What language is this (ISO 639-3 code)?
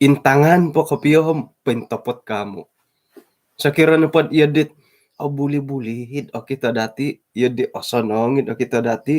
dtp